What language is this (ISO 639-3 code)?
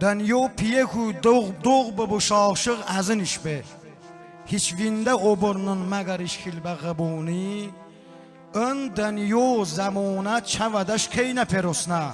tly